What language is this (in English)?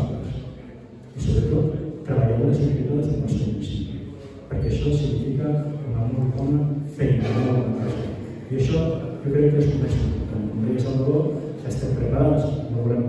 Catalan